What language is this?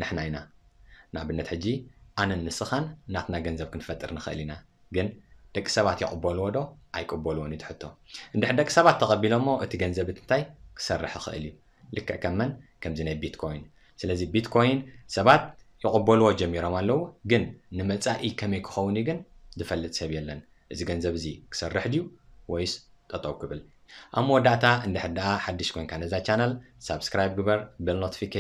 Tigrinya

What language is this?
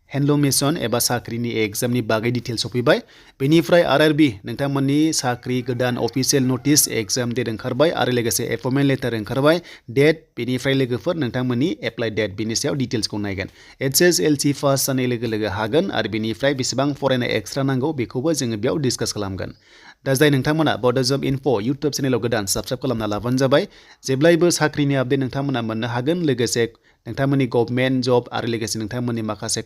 Bodo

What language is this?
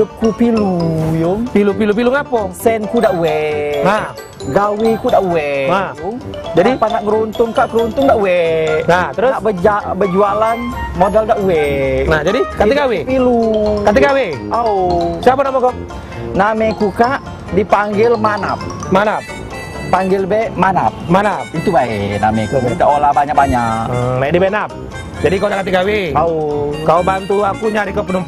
Musi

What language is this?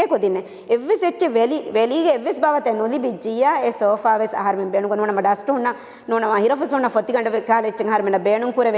Divehi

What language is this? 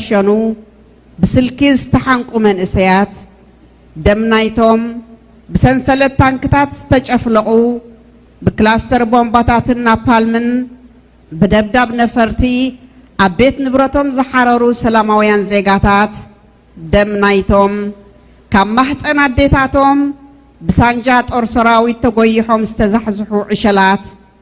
Tigrinya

